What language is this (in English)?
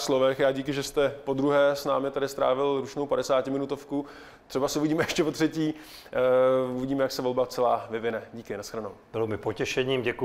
Czech